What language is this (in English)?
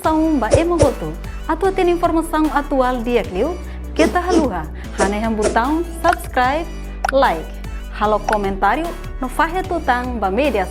Tetum